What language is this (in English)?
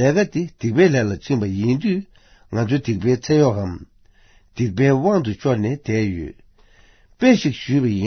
Tibetan